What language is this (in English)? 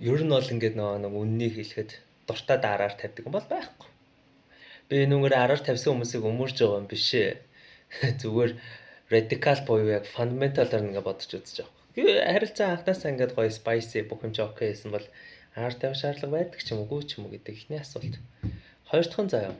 Mongolian